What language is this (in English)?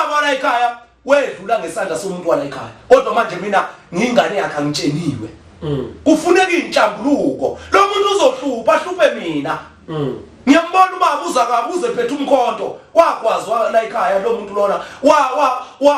Zulu